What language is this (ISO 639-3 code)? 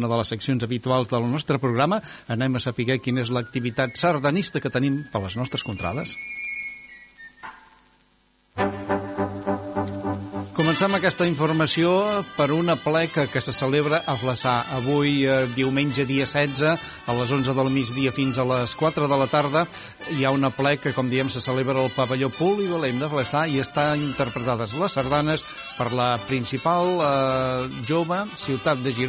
cat